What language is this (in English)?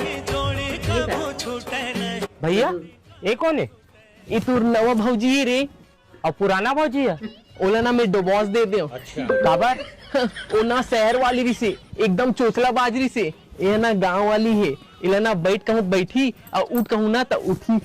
Chhattisgarhi